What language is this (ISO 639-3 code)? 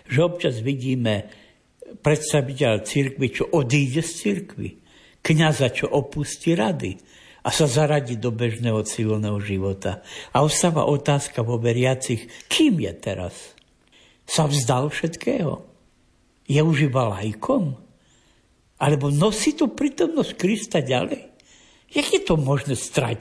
slk